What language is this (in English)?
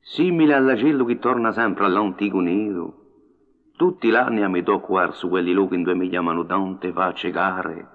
Corsican